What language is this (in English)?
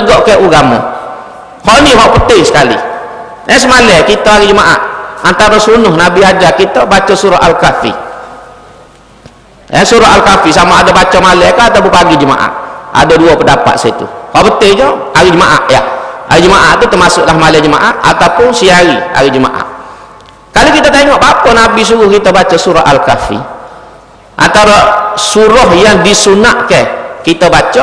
Malay